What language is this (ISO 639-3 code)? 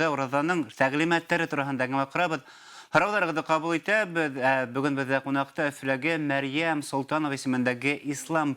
bak